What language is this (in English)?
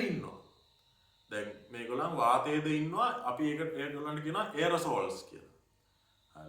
Sinhala